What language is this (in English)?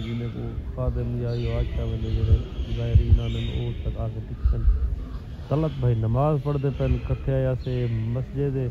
Saraiki